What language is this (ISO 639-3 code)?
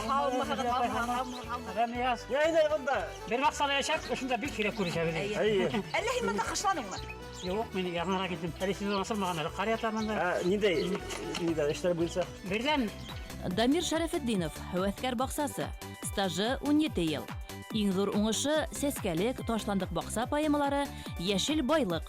bak